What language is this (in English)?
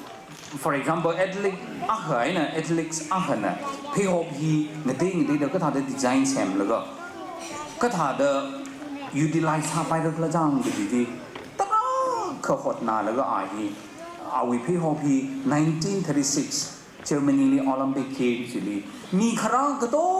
Tangkhul Naga (India)